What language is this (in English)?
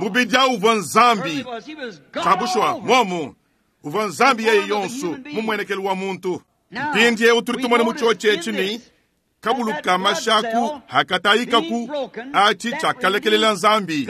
Luba-Lulua